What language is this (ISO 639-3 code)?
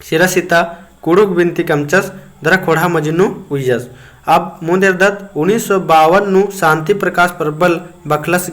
kru